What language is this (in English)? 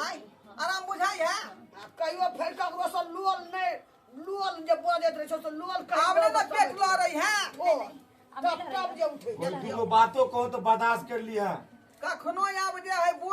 Maithili